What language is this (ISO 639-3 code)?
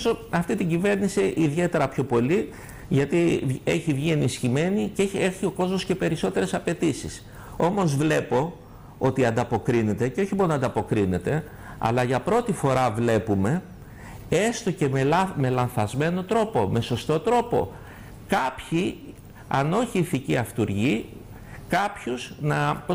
ell